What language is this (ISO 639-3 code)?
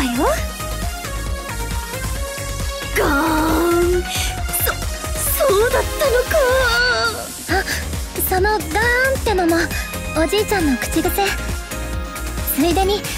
jpn